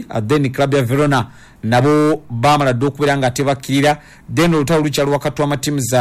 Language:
Ganda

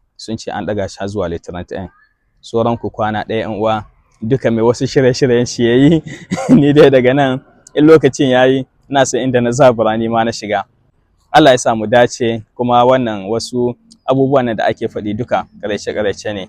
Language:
Hausa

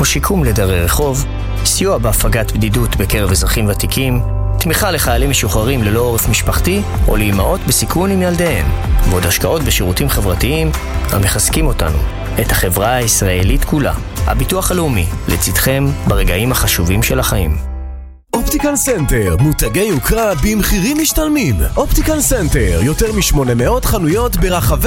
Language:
Hebrew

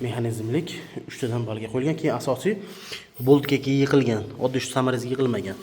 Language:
Uzbek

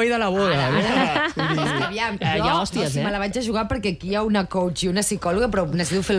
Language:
Catalan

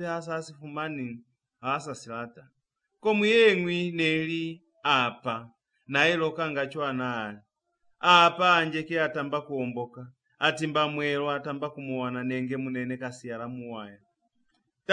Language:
Lozi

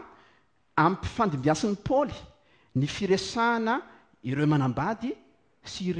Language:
Malagasy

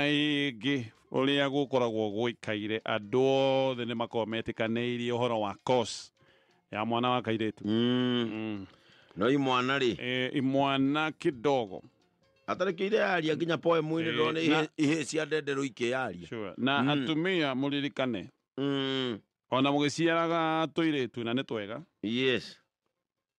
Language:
Kikuyu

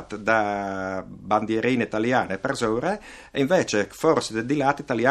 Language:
Friulian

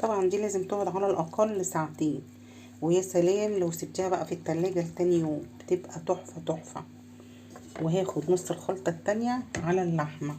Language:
Egyptian Arabic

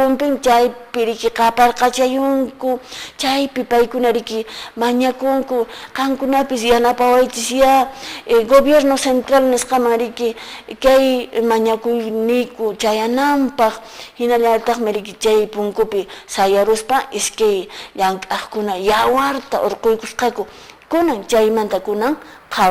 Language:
Quechua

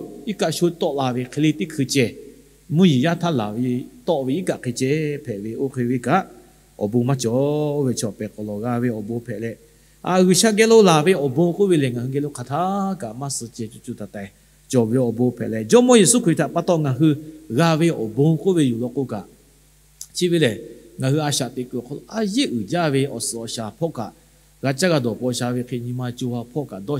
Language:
Lahu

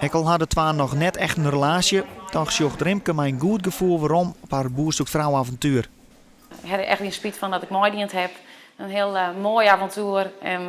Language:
Western Frisian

